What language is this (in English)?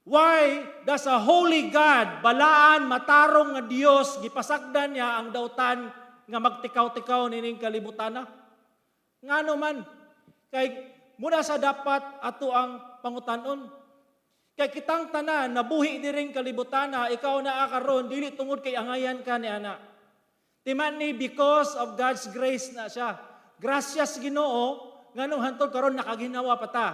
Cebuano